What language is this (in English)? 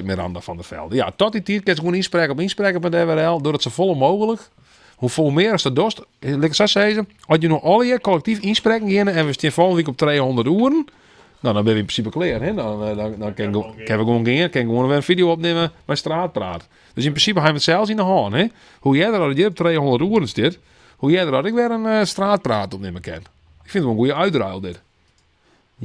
Western Frisian